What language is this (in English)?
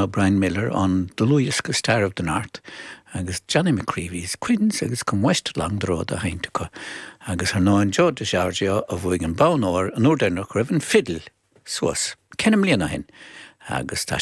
Irish